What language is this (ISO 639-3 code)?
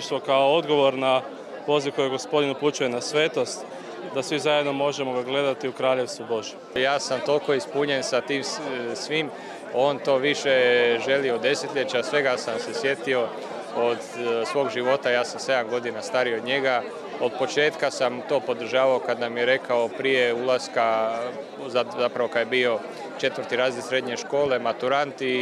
hrv